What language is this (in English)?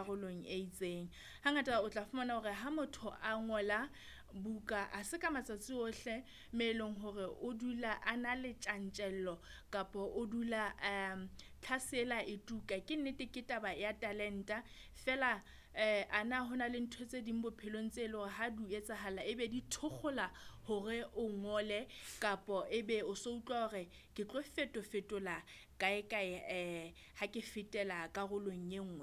Southern Sotho